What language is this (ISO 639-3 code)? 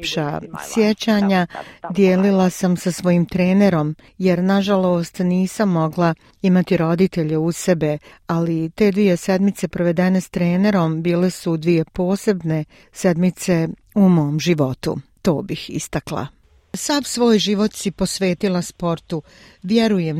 bos